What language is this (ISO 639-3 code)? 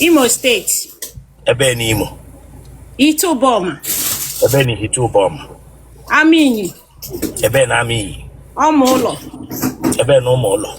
ibo